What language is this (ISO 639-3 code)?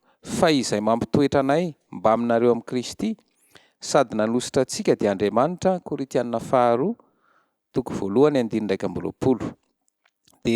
mlg